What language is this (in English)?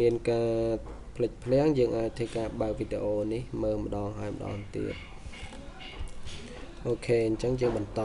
Khmer